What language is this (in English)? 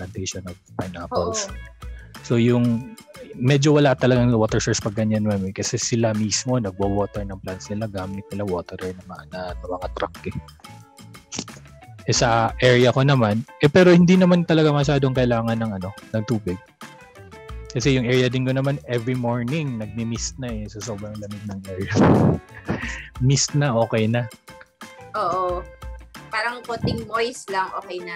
Filipino